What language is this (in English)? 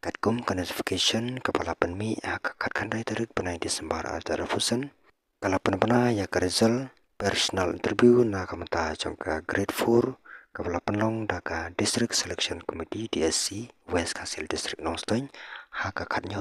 Khasi